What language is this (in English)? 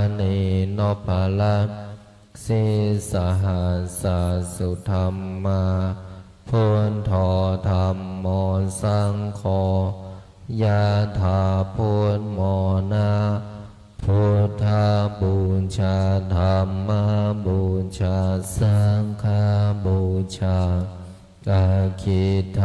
Pali